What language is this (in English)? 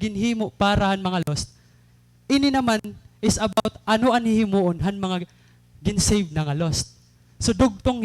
Waray